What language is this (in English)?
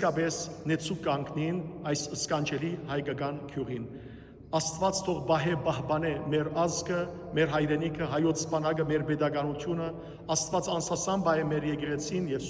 Western Armenian